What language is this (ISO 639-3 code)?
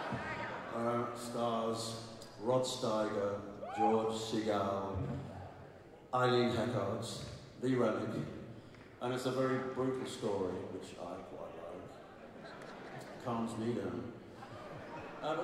eng